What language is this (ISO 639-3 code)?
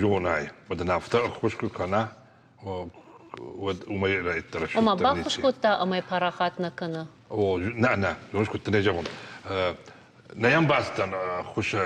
oss